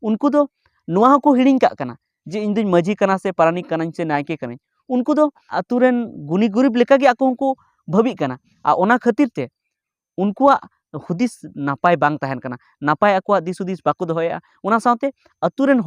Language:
Santali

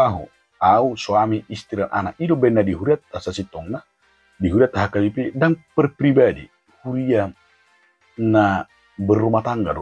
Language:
Batak Toba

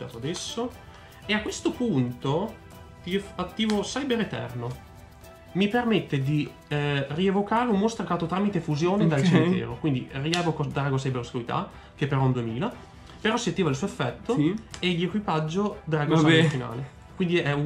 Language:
Italian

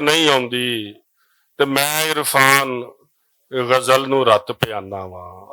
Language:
Western Panjabi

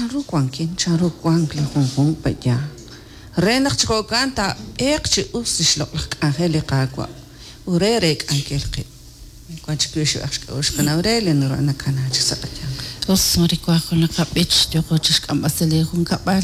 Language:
Kekchí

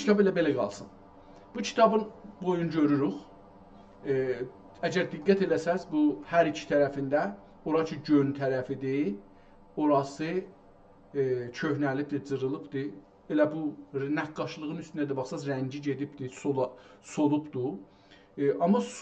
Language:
South Azerbaijani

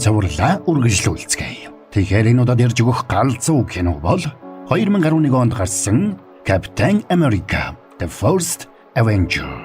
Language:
Mongolian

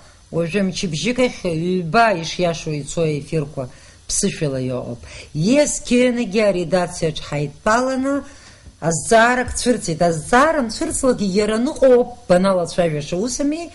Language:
Abkhazian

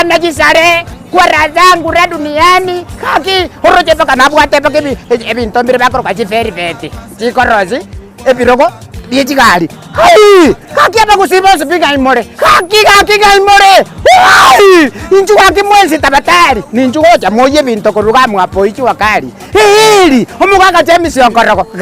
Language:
Gusii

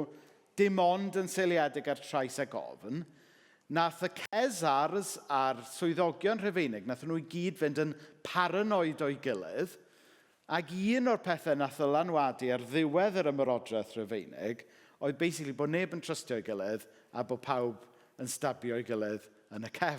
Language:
Welsh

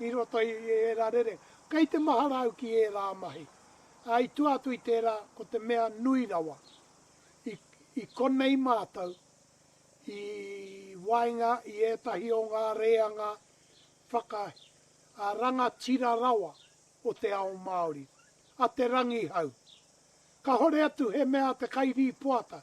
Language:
Māori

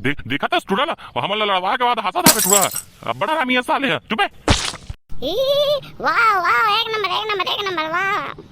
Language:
Chhattisgarhi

